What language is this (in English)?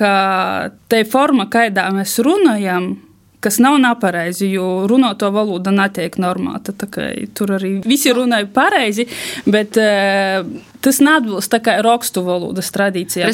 Latvian